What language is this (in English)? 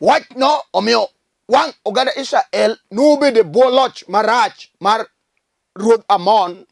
Luo (Kenya and Tanzania)